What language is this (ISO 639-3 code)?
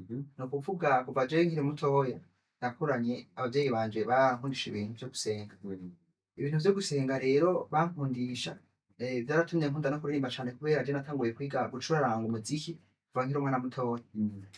run